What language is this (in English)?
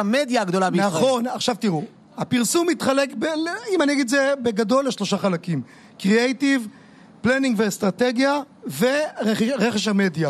Hebrew